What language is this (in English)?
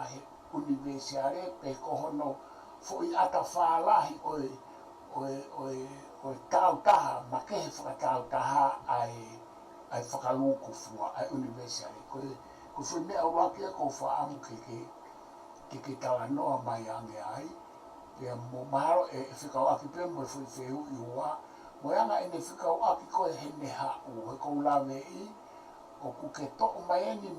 Tongan